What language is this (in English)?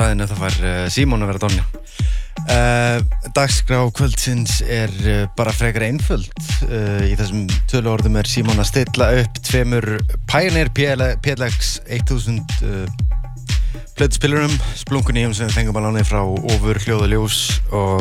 Icelandic